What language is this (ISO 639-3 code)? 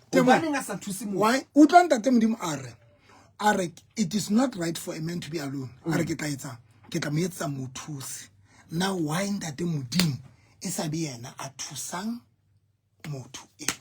sot